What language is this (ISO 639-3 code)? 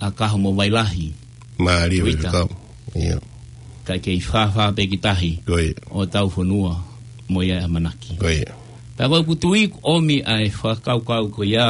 ton